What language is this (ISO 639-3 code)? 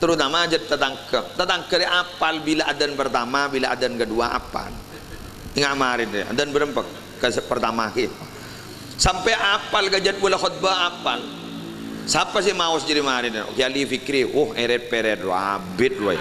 mad